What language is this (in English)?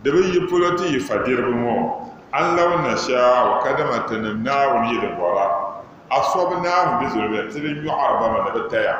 Dagbani